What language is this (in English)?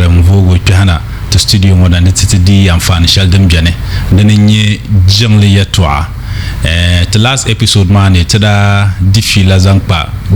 Dagbani